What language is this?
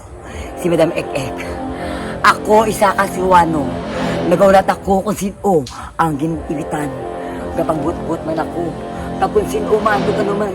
Hiligaynon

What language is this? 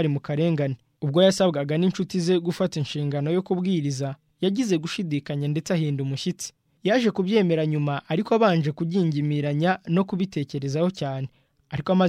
Kinyarwanda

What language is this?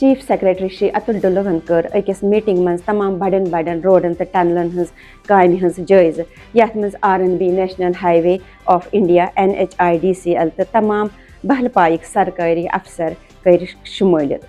Kashmiri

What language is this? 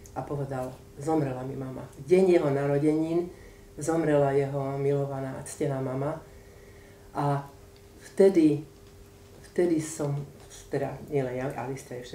Slovak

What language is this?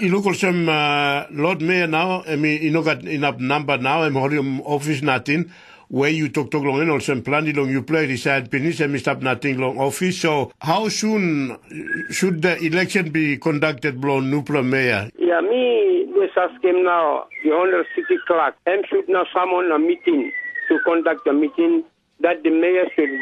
Tok Pisin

